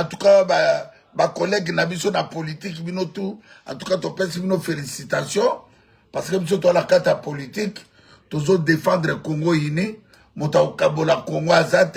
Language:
Lingala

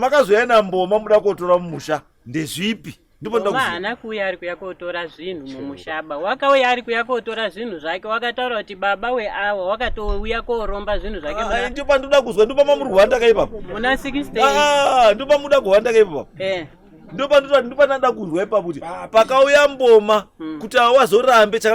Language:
Shona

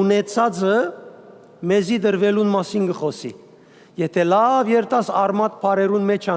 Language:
Western Armenian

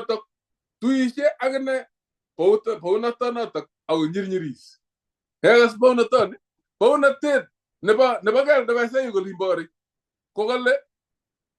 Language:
Kalenjin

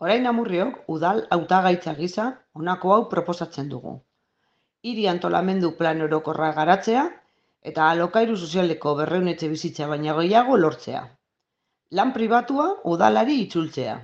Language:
Basque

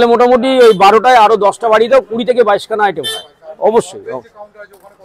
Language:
Bangla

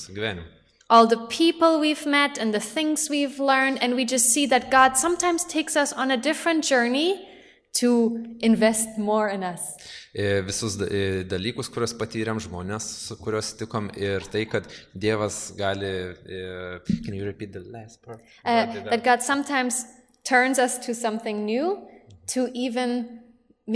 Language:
Lithuanian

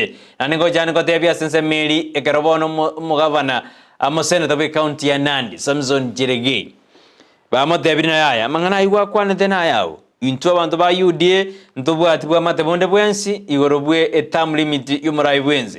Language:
Gusii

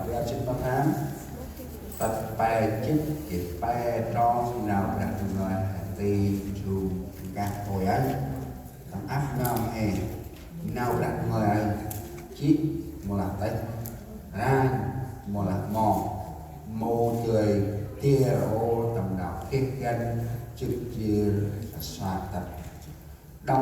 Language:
Central Mnong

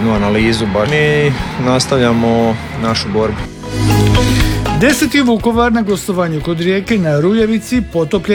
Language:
Croatian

